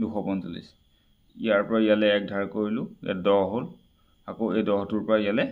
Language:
Assamese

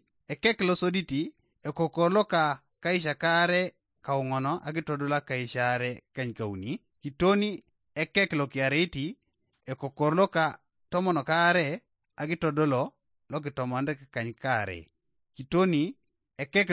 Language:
Teso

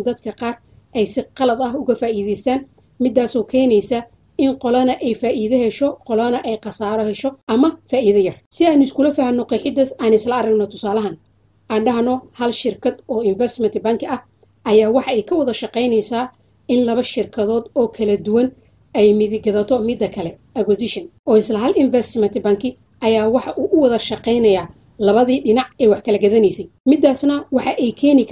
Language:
Somali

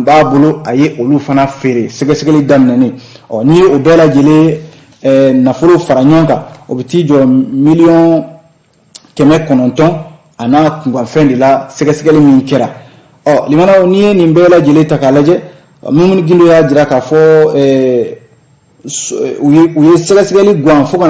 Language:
Bambara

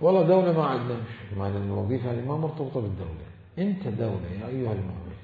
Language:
Mesopotamian Arabic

